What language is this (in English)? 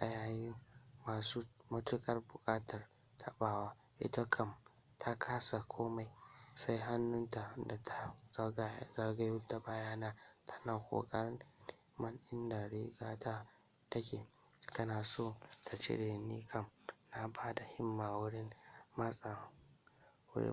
Hausa